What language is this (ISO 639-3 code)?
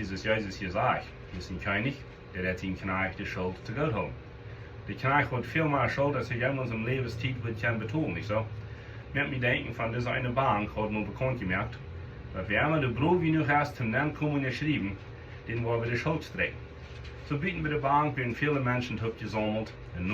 pdt